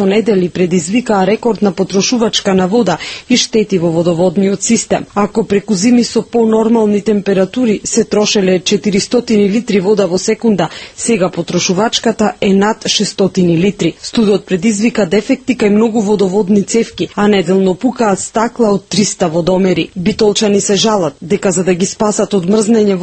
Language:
Macedonian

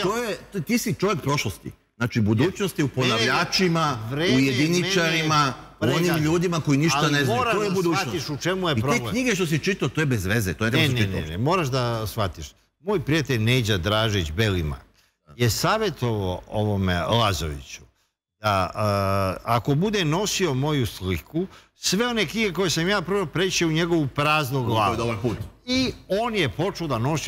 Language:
Serbian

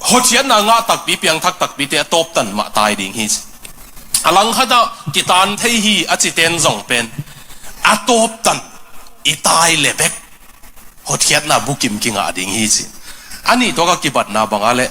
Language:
Tedim Chin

